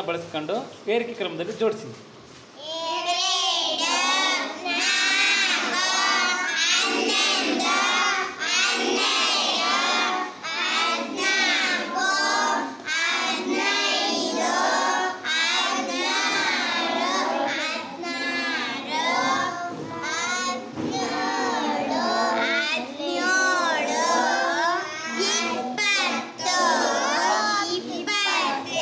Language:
Kannada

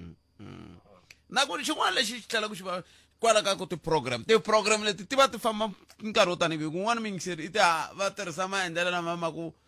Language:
Tsonga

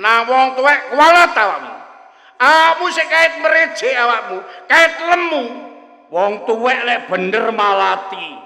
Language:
Javanese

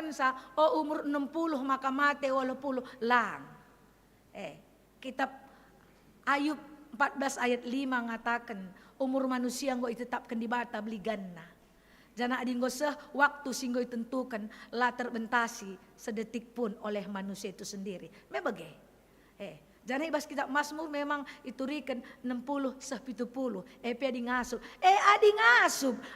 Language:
Batak Karo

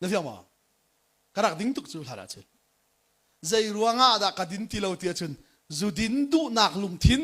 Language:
Hakha Chin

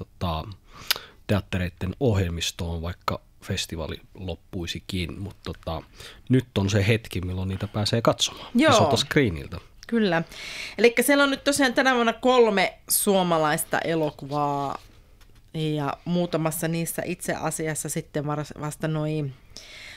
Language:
Finnish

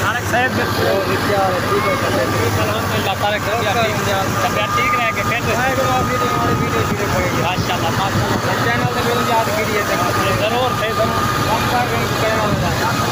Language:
Saraiki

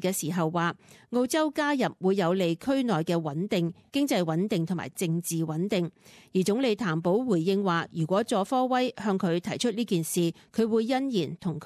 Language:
Cantonese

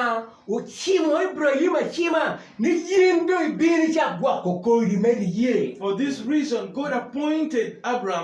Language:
Acoli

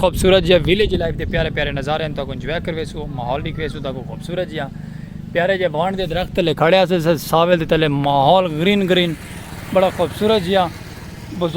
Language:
Saraiki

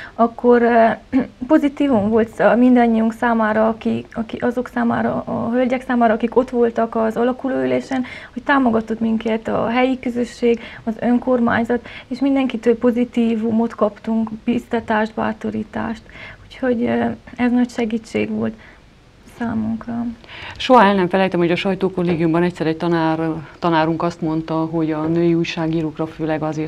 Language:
Hungarian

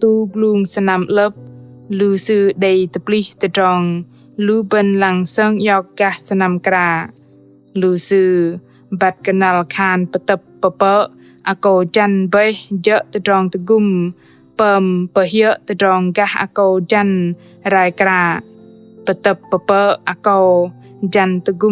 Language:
Bahnar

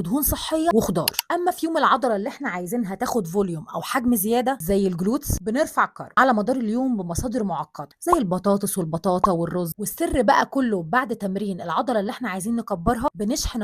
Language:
Egyptian Arabic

